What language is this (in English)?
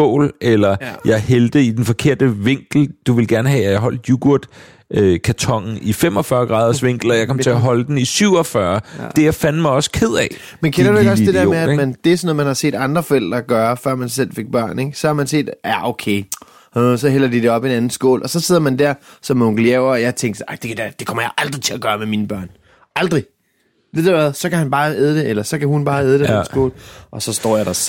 Danish